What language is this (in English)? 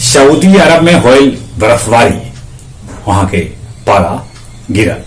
Magahi